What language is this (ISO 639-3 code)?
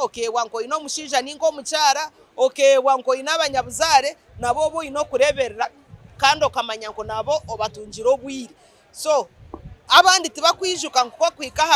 nyn